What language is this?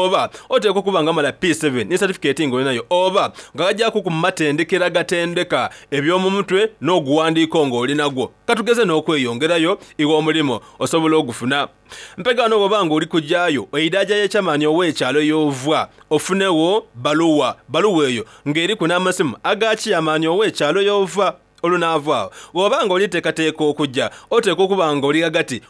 Soga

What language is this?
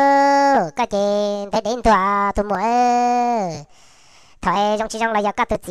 Hmong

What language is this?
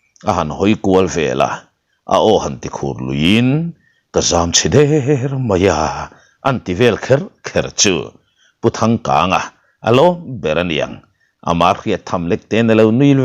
Mizo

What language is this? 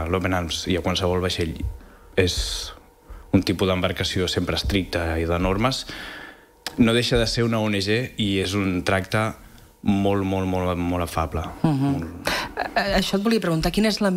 Catalan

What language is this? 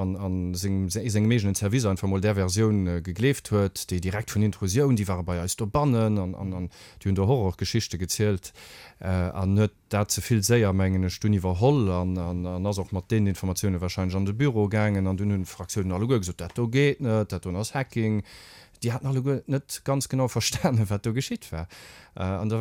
Luxembourgish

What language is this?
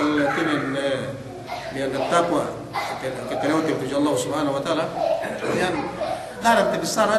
Yakan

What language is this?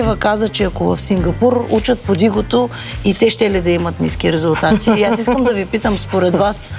Bulgarian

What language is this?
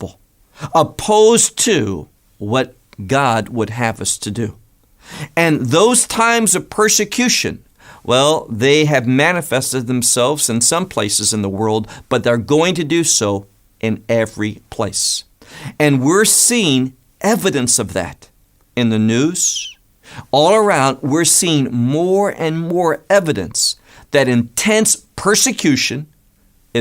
English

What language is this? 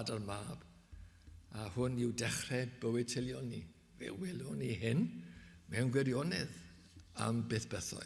Welsh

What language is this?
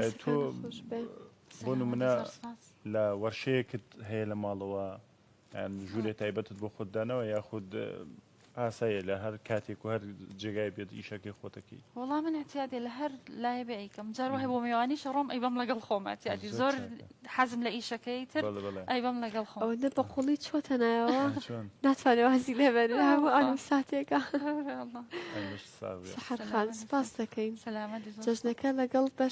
Central Kurdish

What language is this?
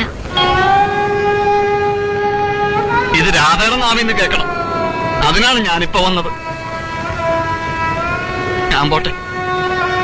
Malayalam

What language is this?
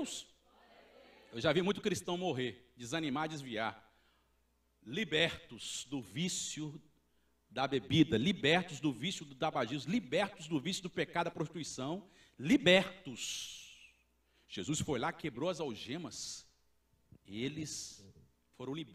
Portuguese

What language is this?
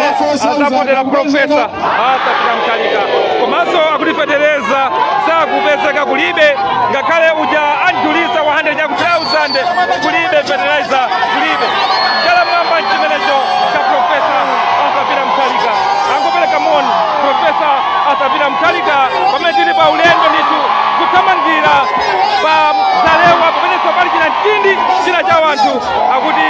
Nyanja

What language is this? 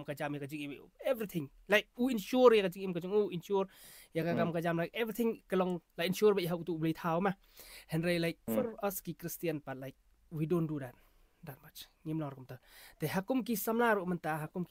Khasi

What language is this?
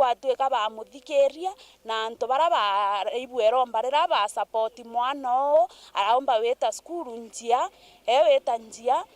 Meru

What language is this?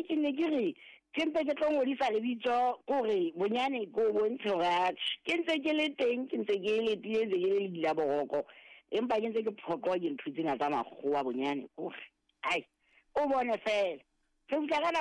Southern Sotho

